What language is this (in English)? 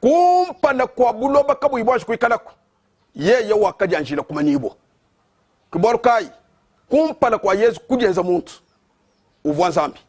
Luba-Lulua